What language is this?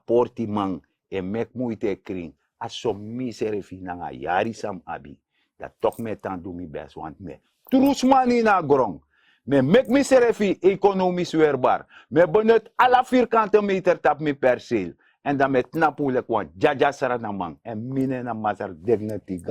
Sranan Tongo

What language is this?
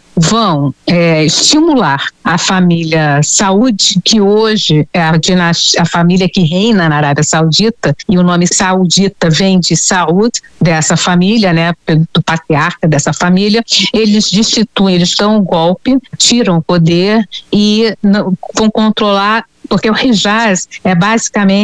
Portuguese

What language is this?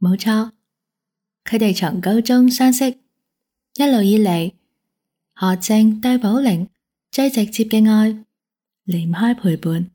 Cantonese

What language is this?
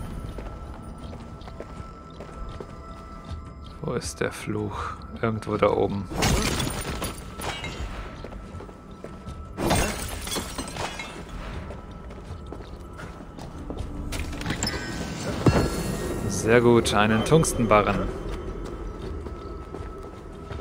German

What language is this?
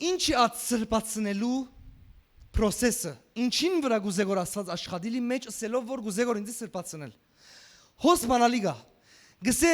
Western Armenian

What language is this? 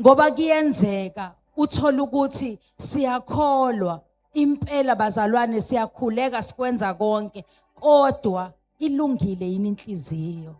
Zulu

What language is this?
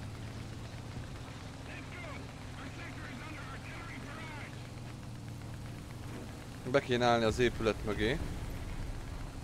Hungarian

